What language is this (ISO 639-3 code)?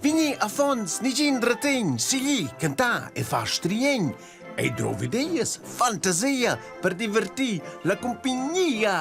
roh